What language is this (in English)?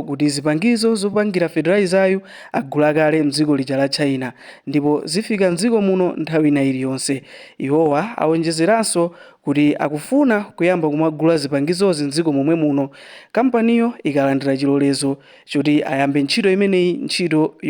Nyanja